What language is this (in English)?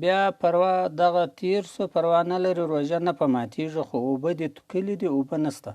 Pashto